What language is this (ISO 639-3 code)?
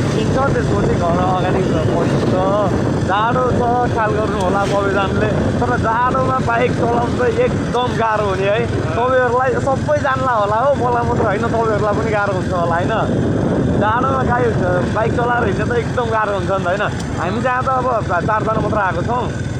nep